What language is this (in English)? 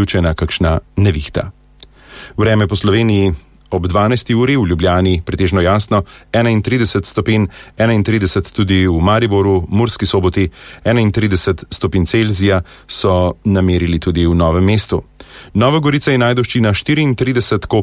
Slovenian